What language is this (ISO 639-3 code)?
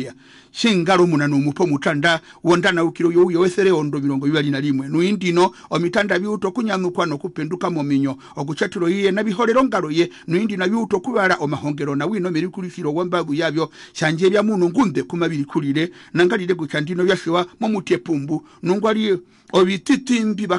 her